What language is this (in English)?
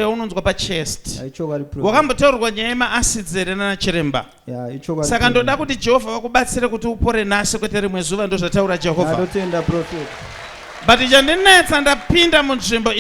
Shona